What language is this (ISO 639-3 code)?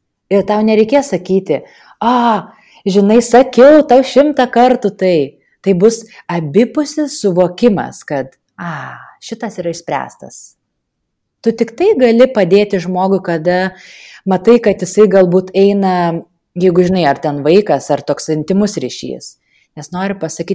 lit